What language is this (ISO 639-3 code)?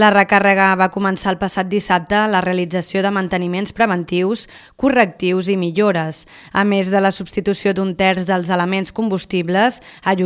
cat